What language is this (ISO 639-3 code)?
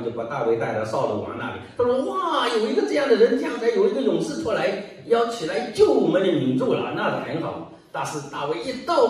zho